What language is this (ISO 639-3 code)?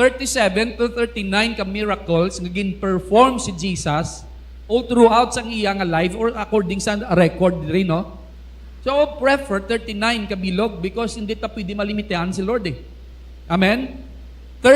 hil